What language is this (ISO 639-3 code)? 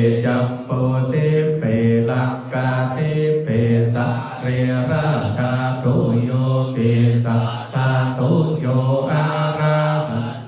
pli